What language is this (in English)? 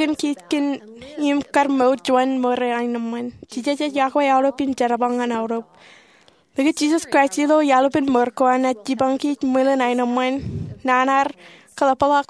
Marshallese